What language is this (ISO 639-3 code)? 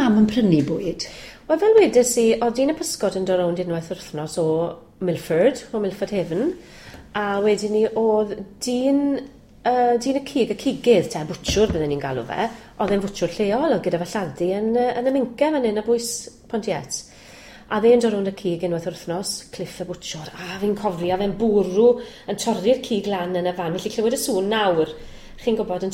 cym